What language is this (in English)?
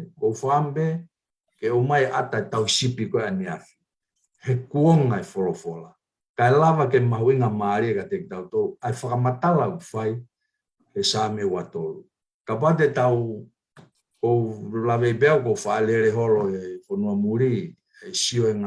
Tongan